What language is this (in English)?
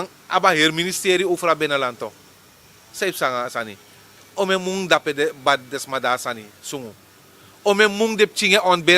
Sranan Tongo